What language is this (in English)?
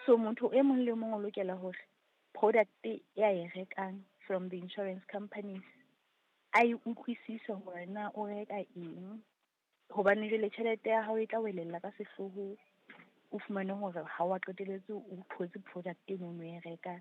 Southern Sotho